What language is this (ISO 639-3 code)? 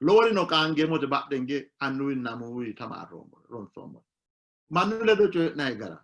sid